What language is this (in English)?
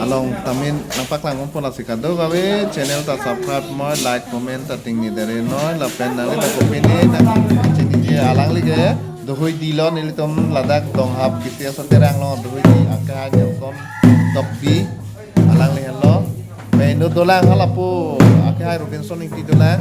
Karbi